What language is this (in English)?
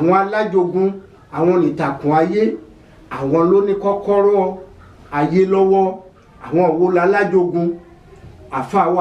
Yoruba